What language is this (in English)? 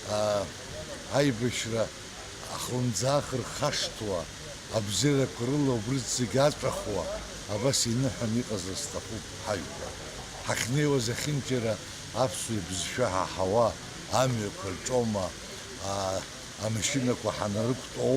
Abkhazian